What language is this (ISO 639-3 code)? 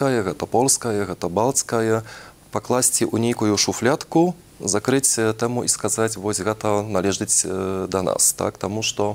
bel